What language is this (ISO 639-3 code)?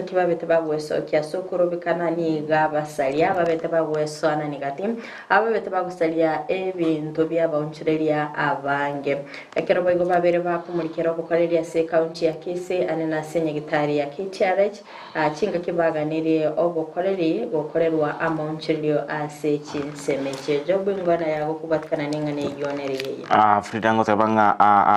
guz